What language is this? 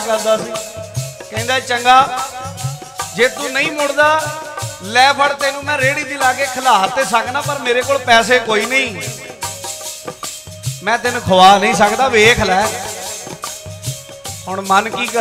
Punjabi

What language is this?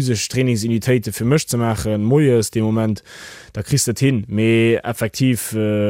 Luxembourgish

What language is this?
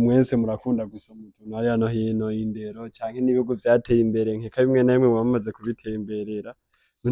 Rundi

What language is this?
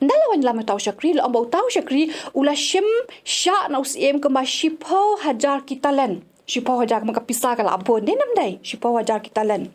Khasi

